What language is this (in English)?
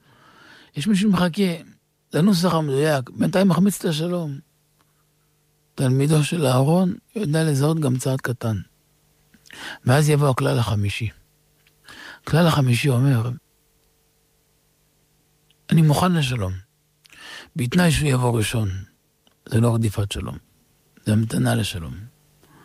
Hebrew